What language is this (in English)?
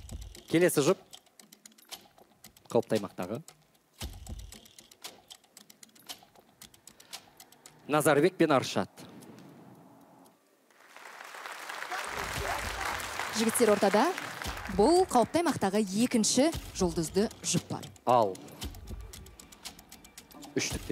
Kazakh